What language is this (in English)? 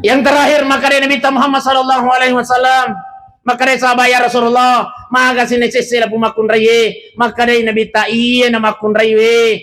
Buginese